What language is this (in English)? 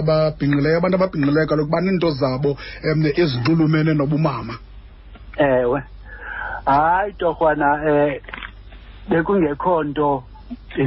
Xhosa